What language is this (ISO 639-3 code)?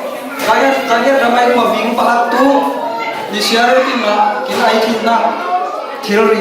cfm